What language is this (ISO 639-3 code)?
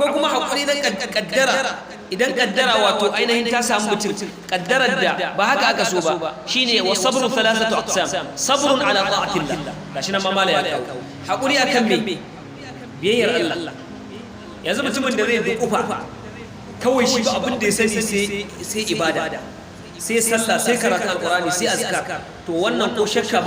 hau